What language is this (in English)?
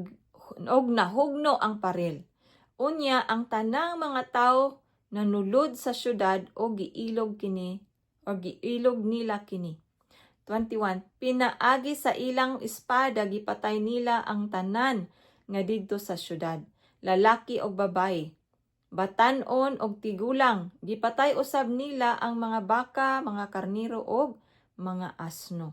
Cebuano